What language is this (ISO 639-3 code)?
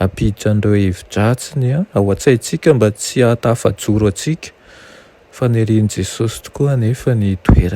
mlg